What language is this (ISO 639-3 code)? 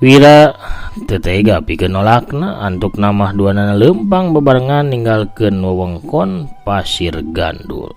sun